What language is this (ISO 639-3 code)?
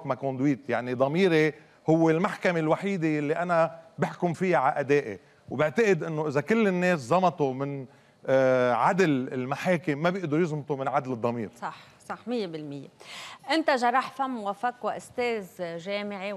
apc